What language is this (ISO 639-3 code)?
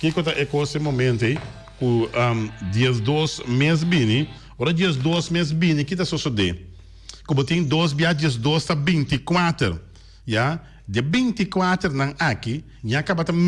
pap